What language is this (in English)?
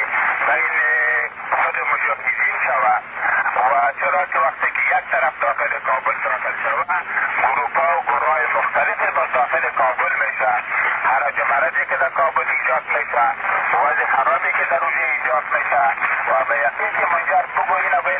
Persian